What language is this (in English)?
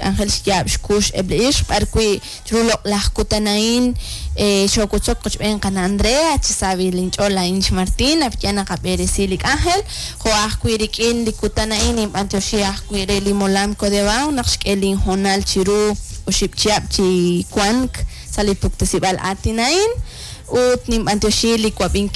Kekchí